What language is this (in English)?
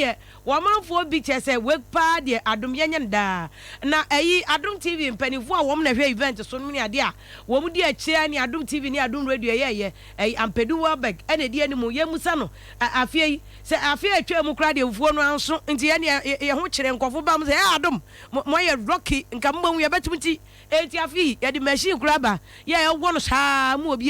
Akan